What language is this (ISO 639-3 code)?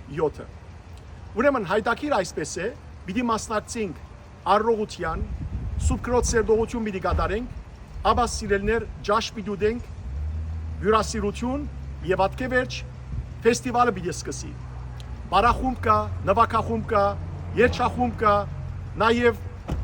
hyw